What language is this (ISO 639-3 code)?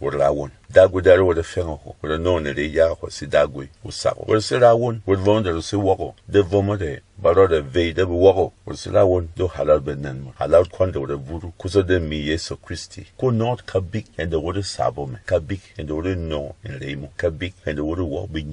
bom